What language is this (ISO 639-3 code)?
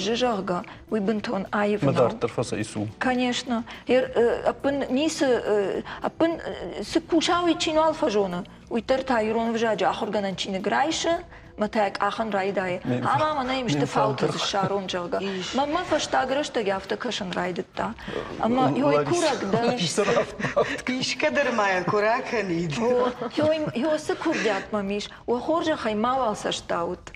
oss